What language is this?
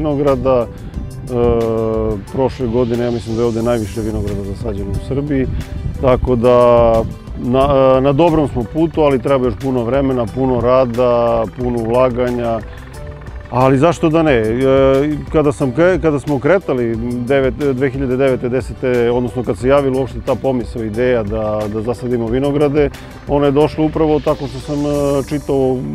Serbian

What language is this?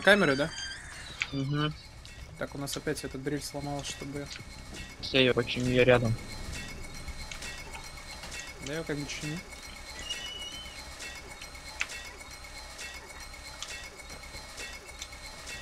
Russian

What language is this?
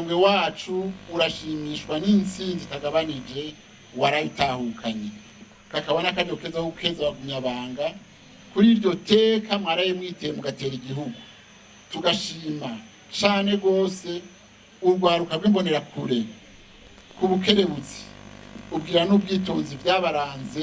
Rundi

